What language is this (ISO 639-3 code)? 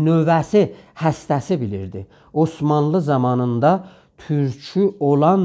azb